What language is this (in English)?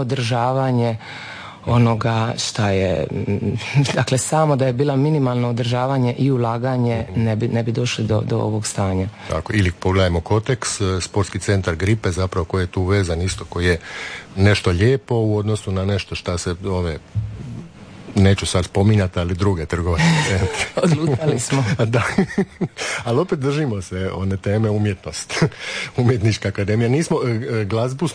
Croatian